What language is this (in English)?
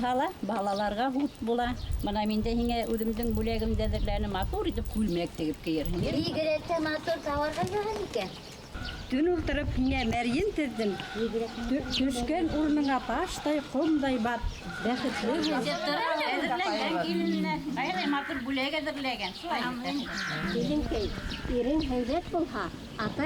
Bashkir